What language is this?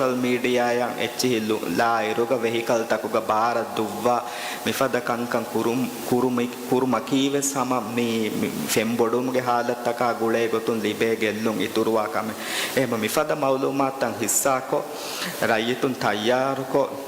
Divehi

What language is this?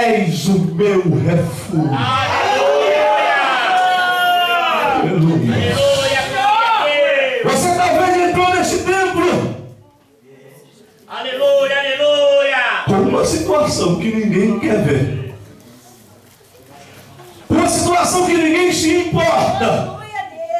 Portuguese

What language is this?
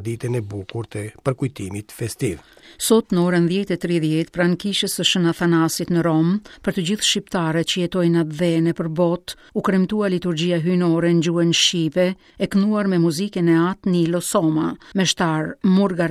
Albanian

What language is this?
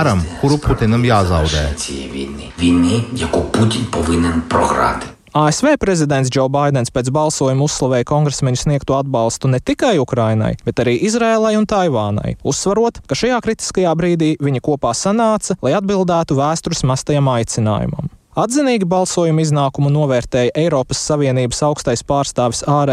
Latvian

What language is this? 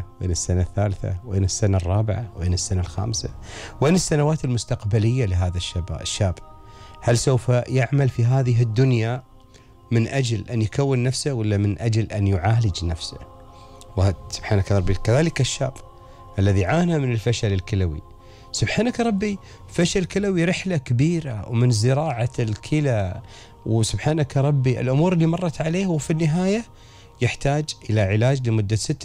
Gulf Arabic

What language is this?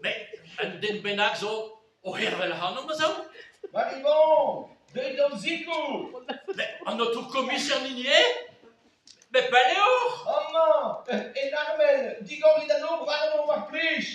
Breton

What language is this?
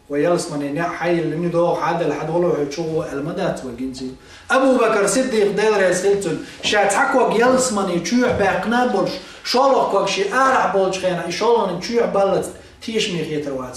Chechen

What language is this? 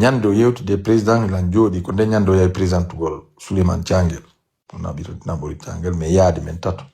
Pular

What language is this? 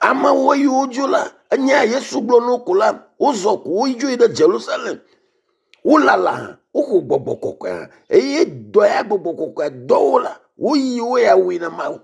Ewe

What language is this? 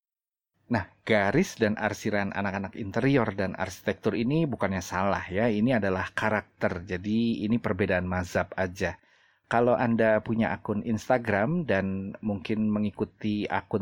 Indonesian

